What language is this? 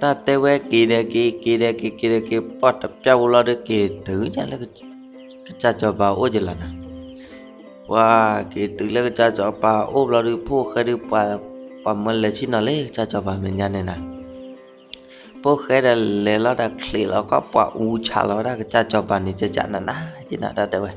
S'gaw Karen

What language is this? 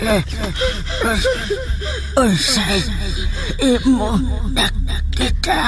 Cebuano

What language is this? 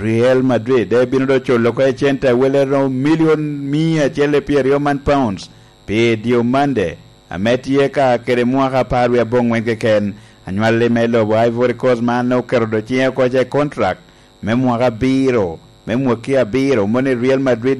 Lango (Uganda)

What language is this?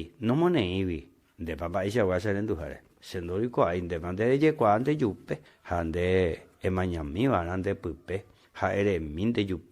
Guarani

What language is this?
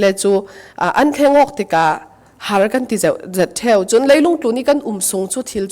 Falam Chin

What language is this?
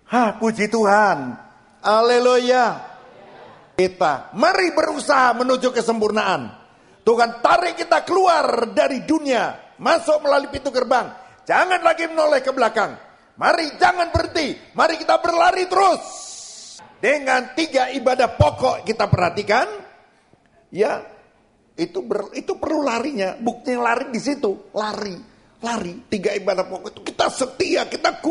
Indonesian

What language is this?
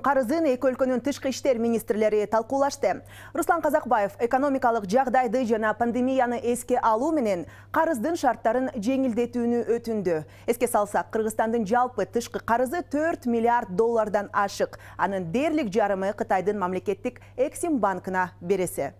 Kyrgyz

